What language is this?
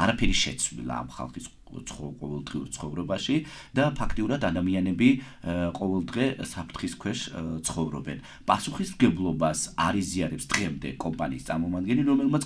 Georgian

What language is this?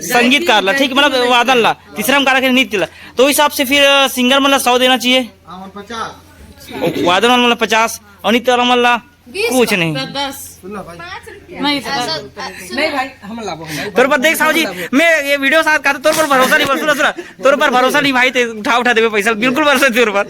Chhattisgarhi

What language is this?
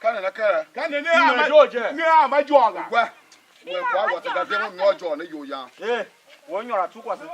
Tiv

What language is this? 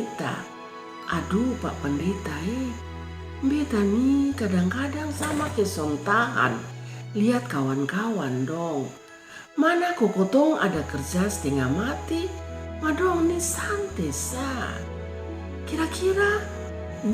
Kupang Malay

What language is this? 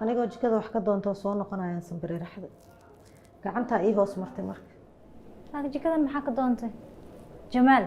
Somali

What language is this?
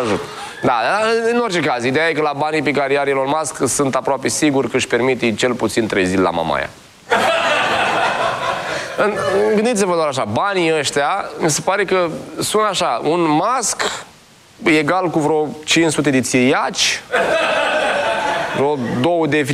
Romanian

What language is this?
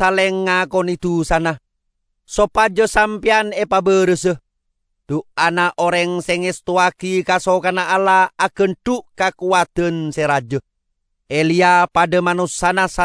Madurese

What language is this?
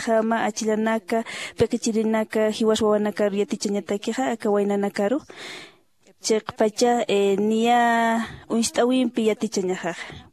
Aymara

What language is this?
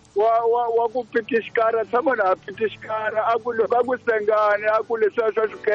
Tsonga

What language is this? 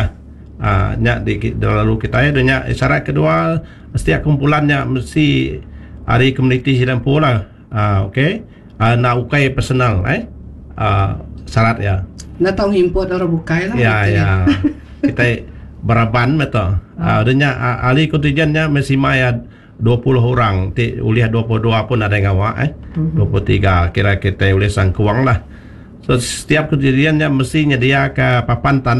Iban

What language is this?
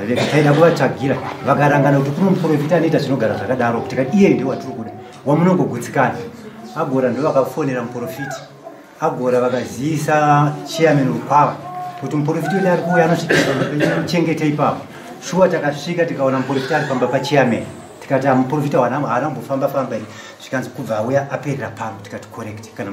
Shona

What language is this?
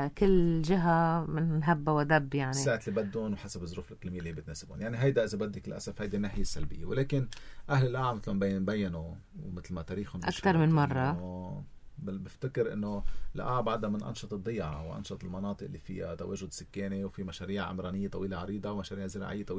North Levantine Arabic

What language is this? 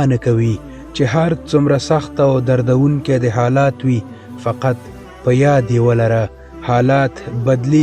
Pashto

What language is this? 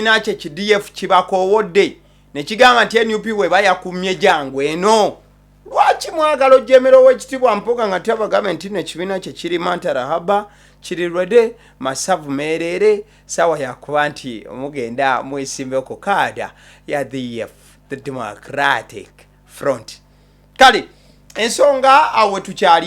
Ganda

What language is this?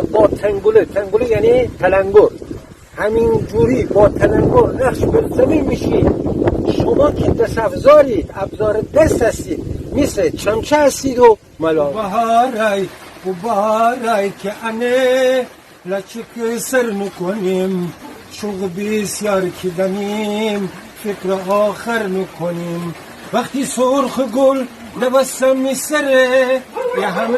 Gilaki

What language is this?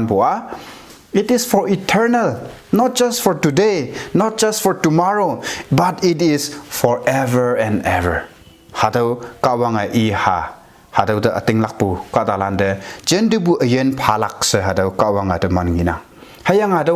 Konyak Naga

